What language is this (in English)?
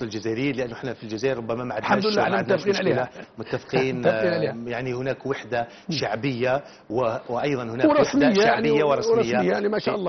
Algerian Arabic